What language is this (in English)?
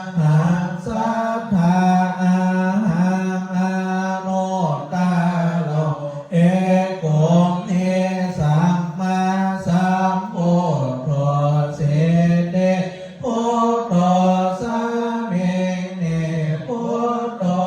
Pali